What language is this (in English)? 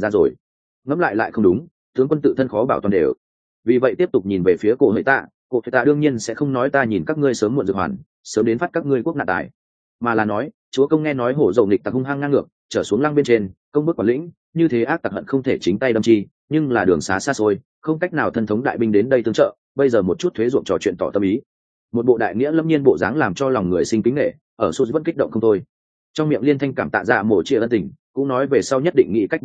Vietnamese